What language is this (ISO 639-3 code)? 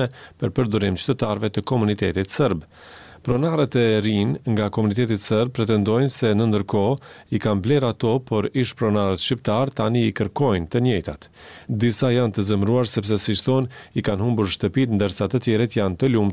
sqi